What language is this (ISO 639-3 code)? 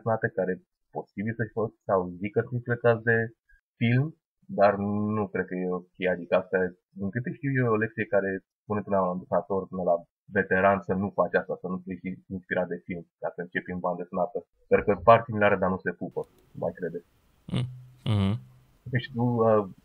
ron